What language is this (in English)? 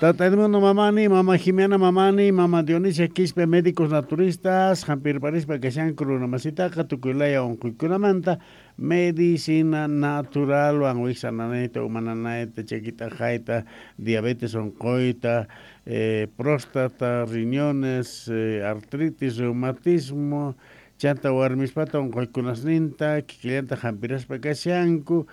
South Bolivian Quechua